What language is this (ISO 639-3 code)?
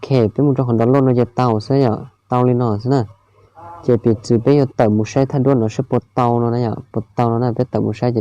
hmn